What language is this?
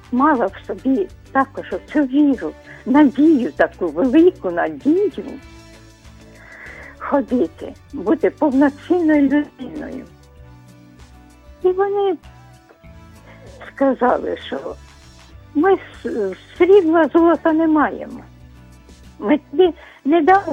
Ukrainian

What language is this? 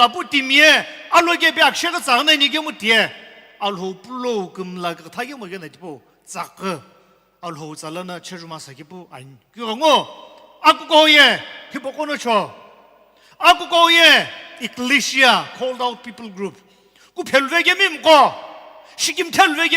Sumi Naga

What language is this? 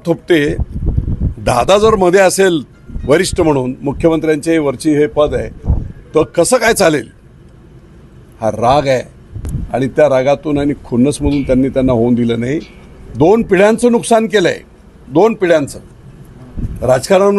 Marathi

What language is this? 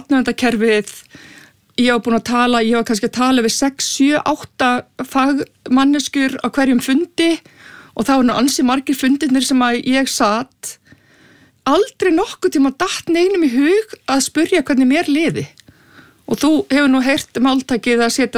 Icelandic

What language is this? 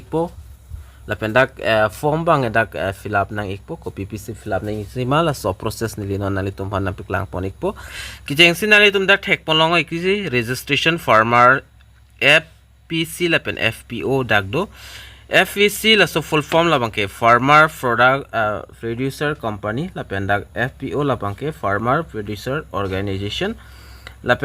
Karbi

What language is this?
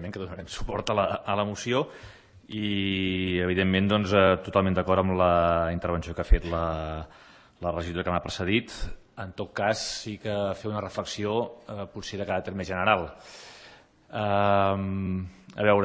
Catalan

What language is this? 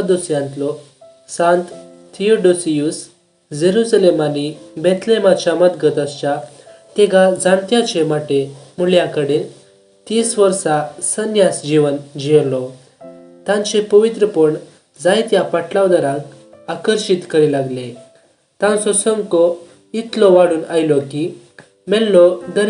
Konkani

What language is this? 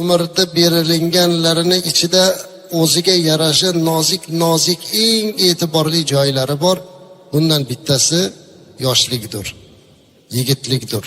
Uzbek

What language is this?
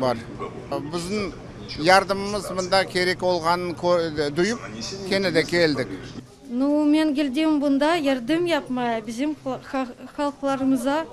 Crimean Tatar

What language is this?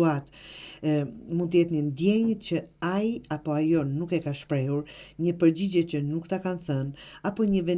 Albanian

